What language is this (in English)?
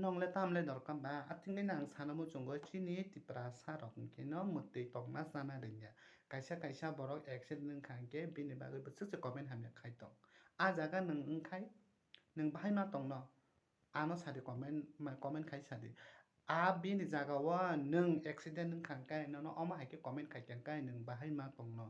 Kok Borok